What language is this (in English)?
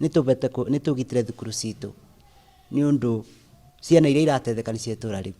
Kikuyu